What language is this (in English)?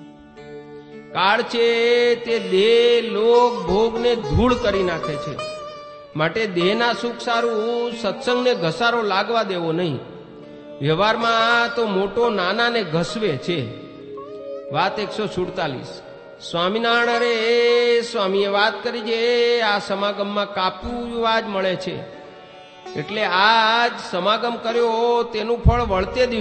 Gujarati